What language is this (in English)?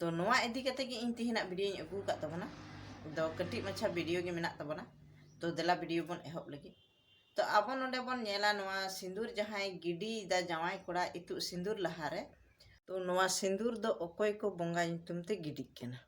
Santali